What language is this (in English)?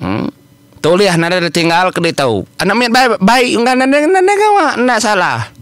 Iban